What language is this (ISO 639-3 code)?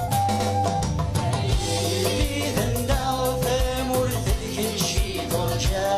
kab